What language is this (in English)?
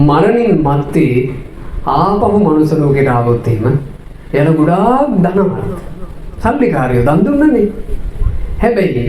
Sinhala